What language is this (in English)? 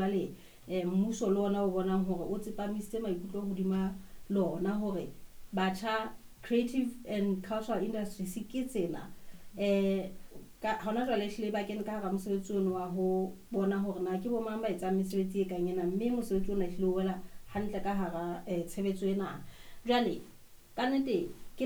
Southern Sotho